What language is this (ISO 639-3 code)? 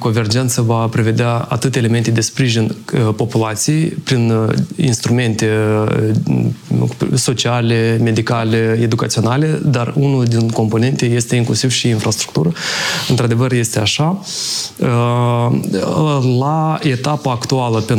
ron